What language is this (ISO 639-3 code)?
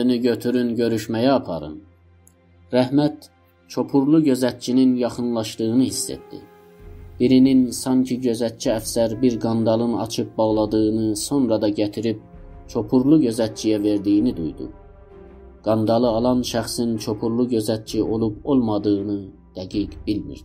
azb